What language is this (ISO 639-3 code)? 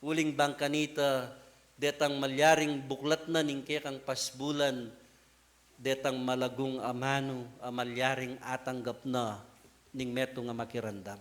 pam